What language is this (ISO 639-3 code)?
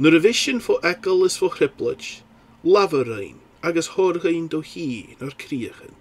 gla